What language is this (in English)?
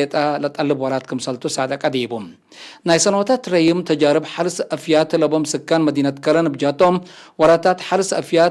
Tigre